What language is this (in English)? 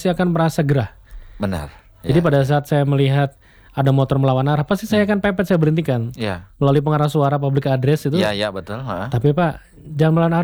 Indonesian